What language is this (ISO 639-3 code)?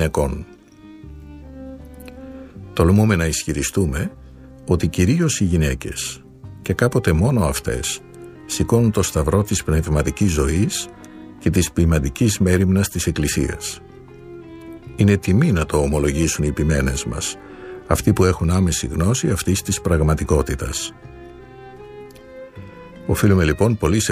ell